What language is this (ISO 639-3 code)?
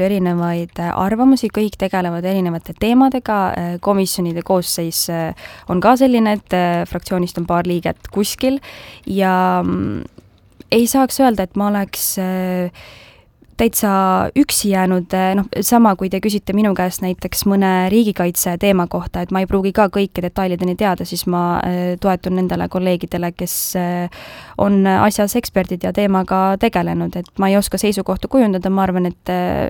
est